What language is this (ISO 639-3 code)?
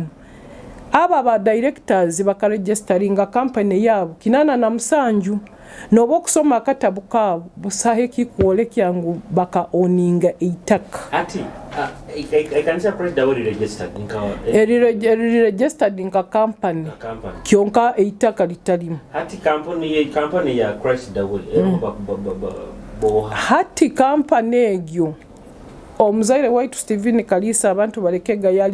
nyo